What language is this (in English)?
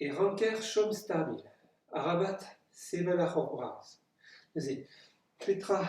Breton